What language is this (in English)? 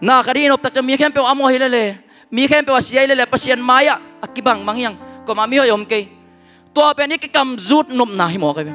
Tedim Chin